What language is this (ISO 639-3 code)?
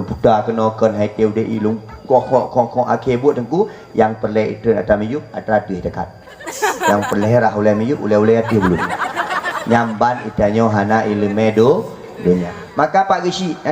ace